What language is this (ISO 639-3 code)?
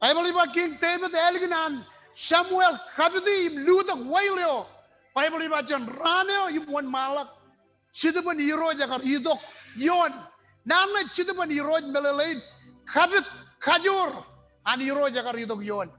mah